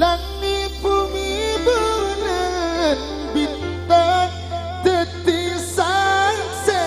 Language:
Madurese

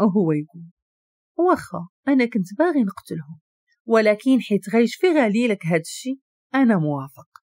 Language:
Moroccan Arabic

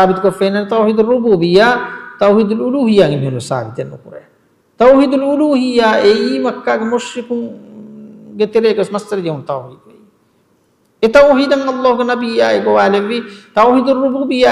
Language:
Divehi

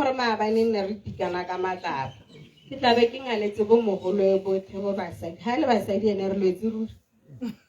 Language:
Tswana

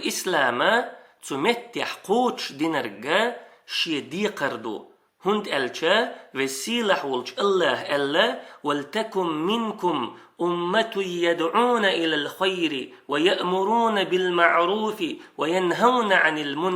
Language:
Chechen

